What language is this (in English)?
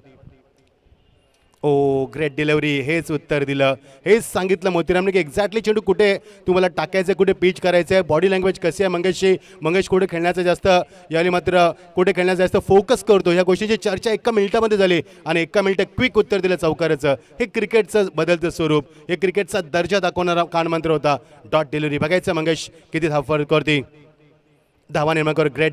Marathi